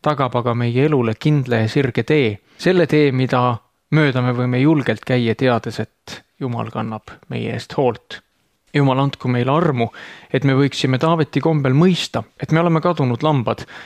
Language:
Estonian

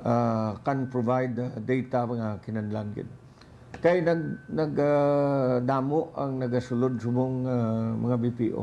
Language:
Hiligaynon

